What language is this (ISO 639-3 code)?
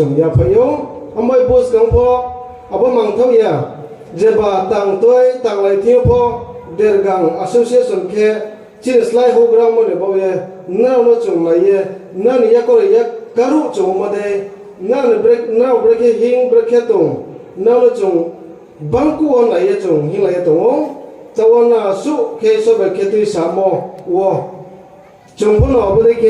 ria